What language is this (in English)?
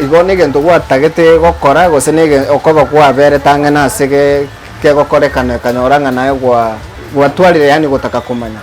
Gusii